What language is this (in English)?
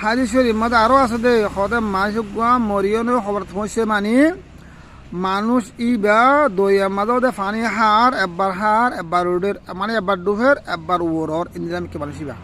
Rohingya